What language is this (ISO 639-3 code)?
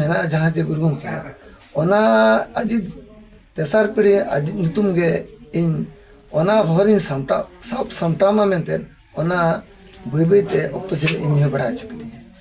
sat